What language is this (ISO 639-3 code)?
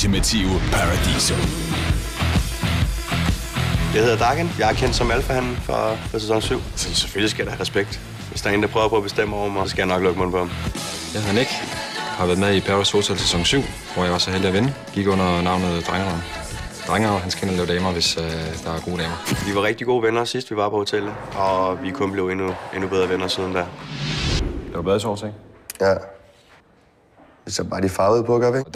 dan